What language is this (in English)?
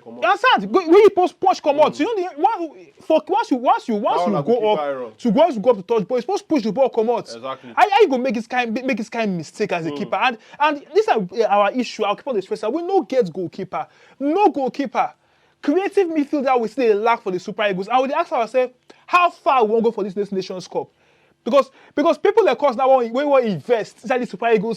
Nigerian Pidgin